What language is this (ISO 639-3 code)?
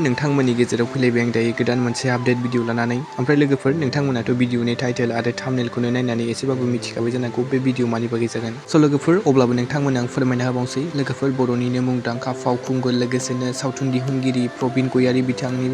brx